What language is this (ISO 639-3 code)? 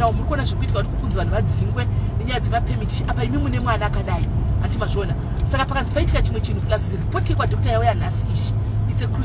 sna